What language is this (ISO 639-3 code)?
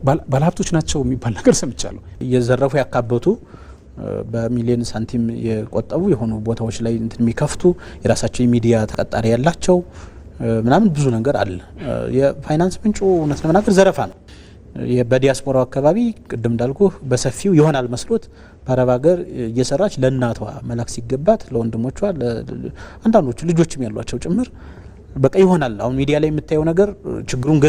amh